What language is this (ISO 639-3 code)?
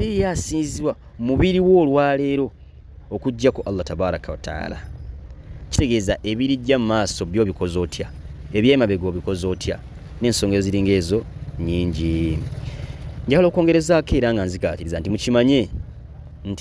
lug